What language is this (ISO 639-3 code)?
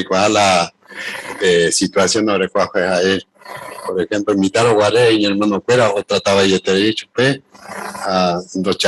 grn